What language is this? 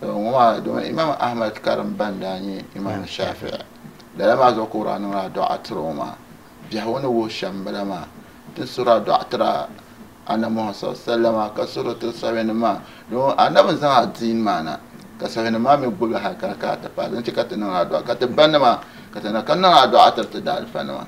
Dagbani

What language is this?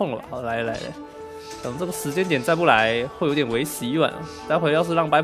Chinese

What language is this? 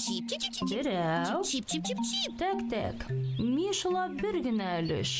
Bashkir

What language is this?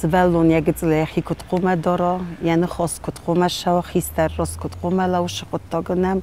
Ossetic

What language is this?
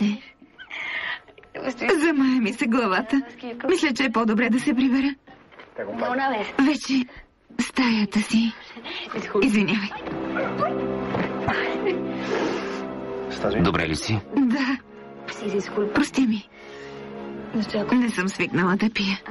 Bulgarian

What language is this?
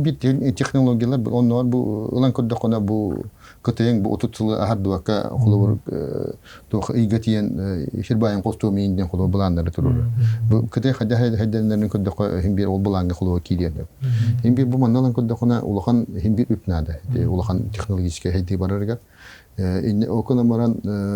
Yakut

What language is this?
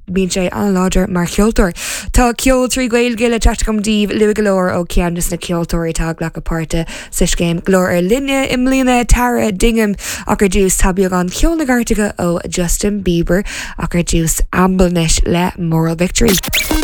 Irish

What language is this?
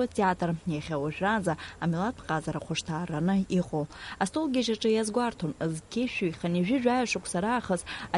Abkhazian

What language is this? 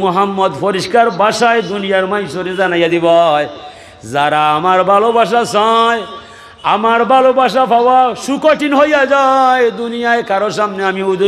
Sylheti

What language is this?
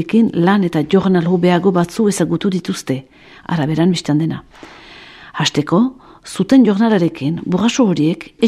Basque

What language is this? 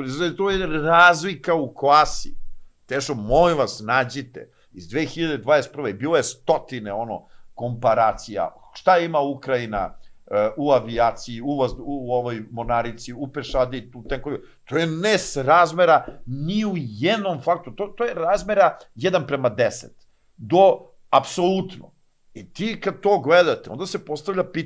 Serbian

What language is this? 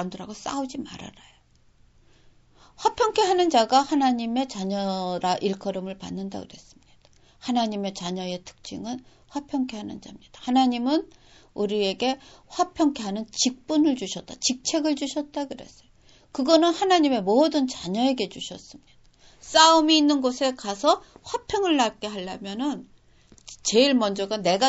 Korean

